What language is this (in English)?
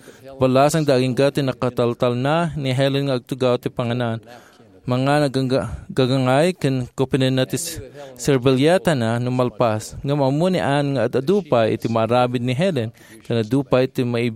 Iloko